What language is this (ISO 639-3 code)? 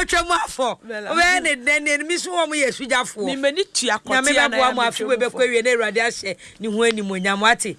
aka